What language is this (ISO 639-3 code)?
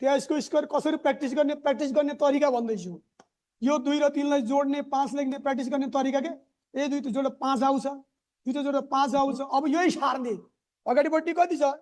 nep